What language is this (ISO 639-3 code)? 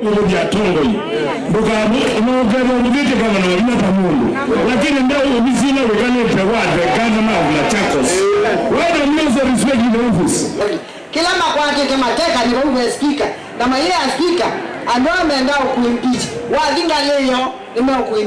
kam